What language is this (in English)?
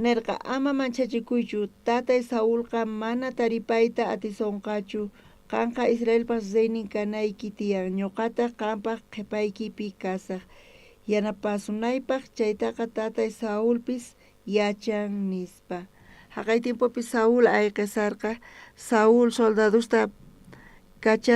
South Bolivian Quechua